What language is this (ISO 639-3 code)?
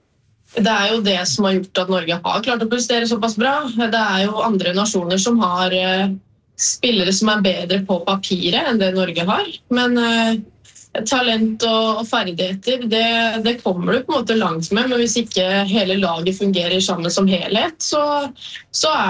nor